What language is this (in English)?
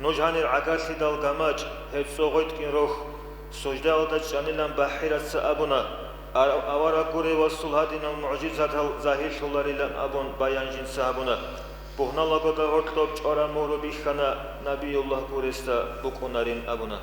Avaric